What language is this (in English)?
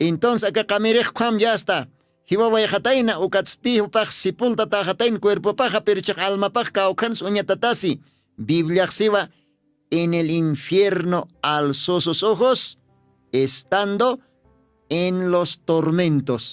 Aymara